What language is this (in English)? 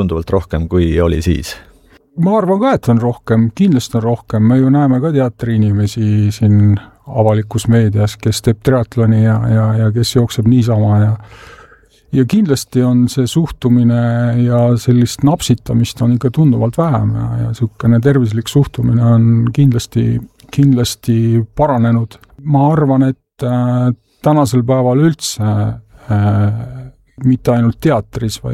Estonian